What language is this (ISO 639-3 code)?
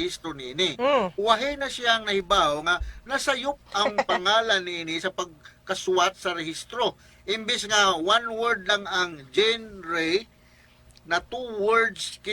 ceb